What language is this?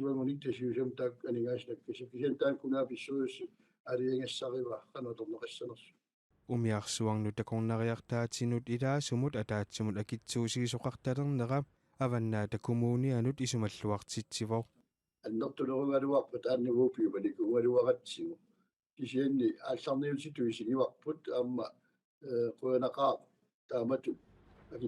Kalaallisut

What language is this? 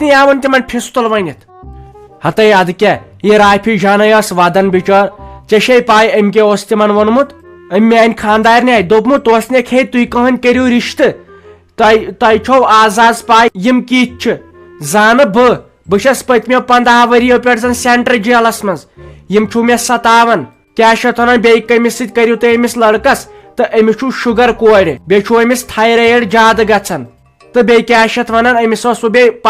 Kashmiri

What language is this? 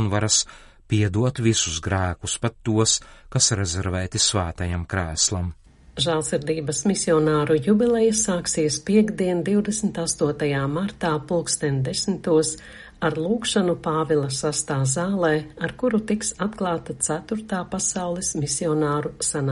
Latvian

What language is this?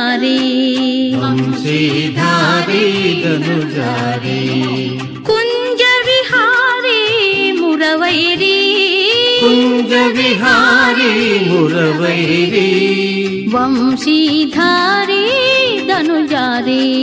Kannada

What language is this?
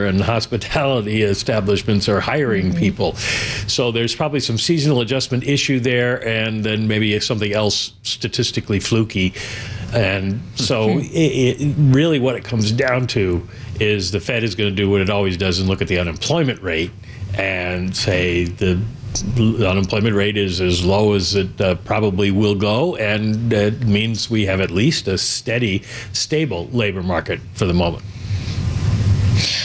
English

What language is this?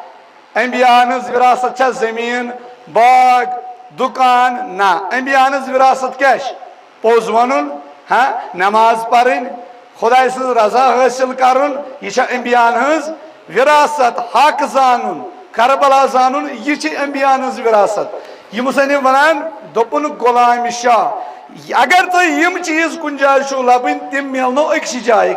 Kashmiri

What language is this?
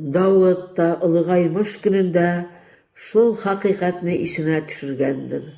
Tatar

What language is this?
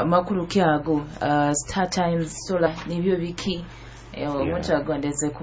Nyoro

